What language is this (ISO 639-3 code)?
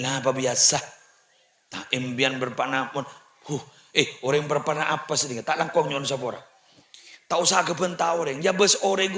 mad